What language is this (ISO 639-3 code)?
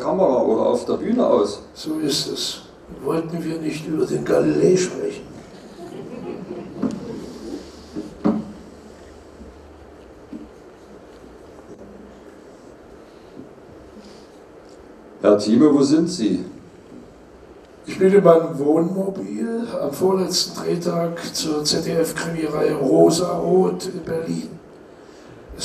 deu